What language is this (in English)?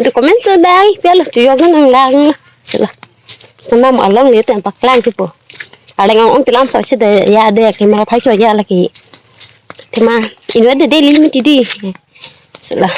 Karbi